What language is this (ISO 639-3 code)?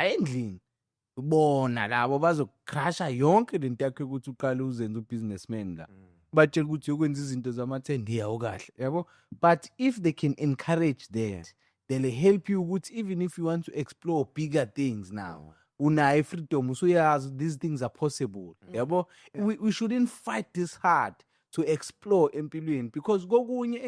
zul